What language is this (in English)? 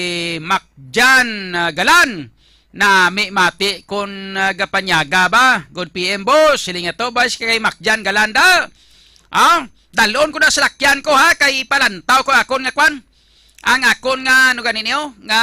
Hiligaynon